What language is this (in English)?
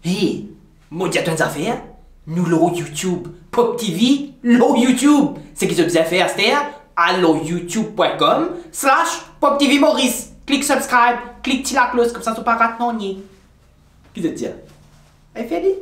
Morisyen